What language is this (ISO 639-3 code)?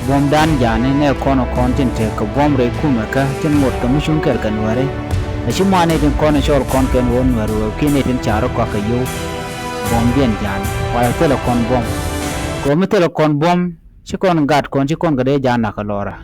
nus